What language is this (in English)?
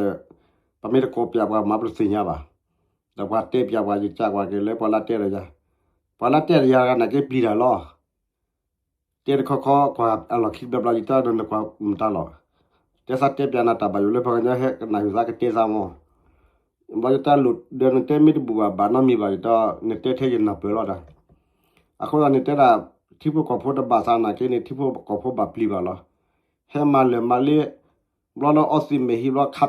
S'gaw Karen